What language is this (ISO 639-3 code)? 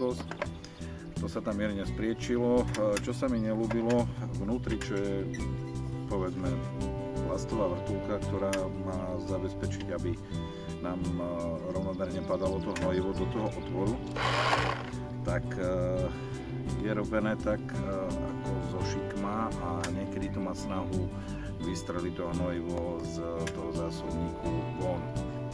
slk